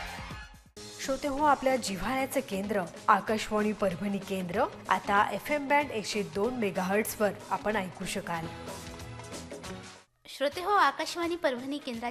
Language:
Marathi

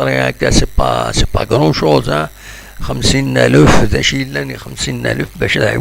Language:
Kabyle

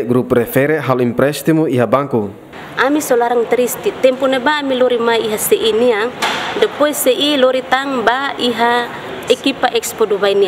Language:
Tetum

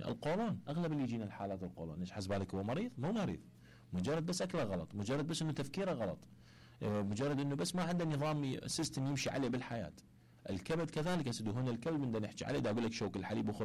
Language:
Mesopotamian Arabic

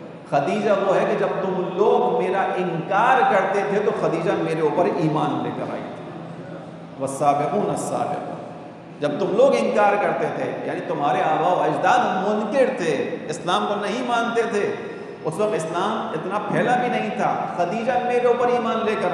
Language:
Urdu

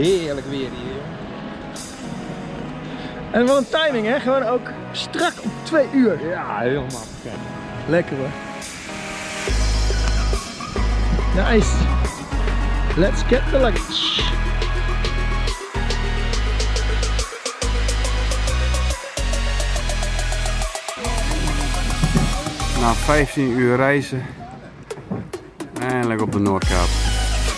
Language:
Dutch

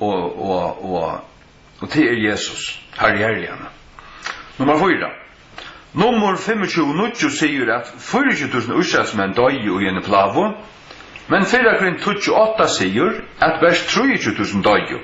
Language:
Faroese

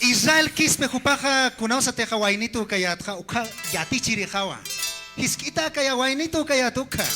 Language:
Aymara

